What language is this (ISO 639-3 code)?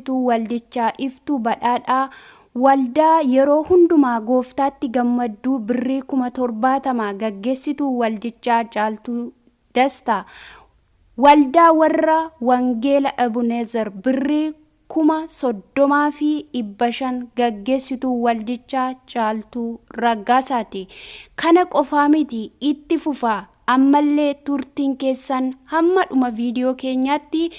orm